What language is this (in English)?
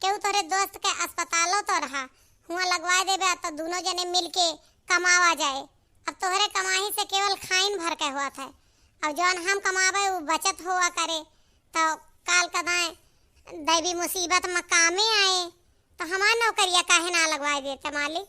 Awadhi